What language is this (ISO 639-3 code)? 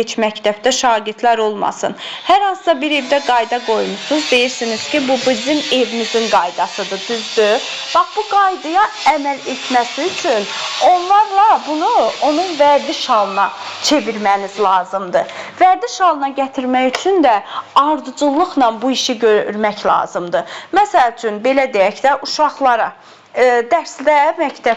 aze